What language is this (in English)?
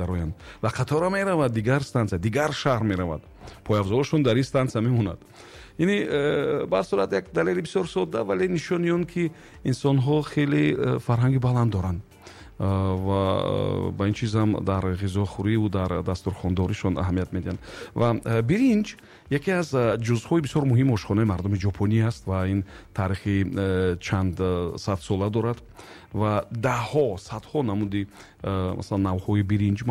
Tajik